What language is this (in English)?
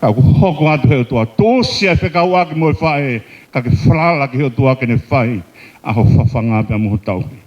Tongan